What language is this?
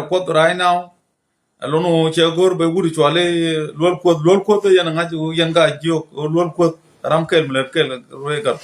Nuer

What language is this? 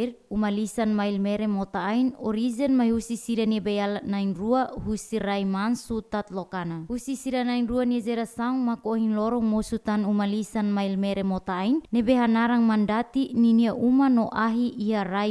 Tetum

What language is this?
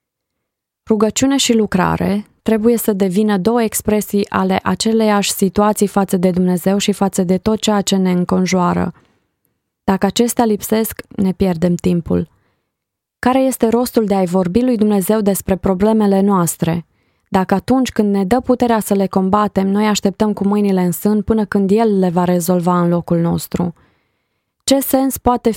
Romanian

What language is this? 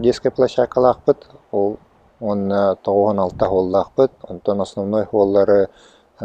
Yakut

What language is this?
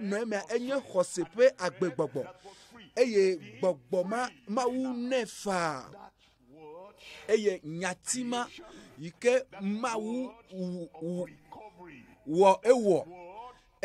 Ewe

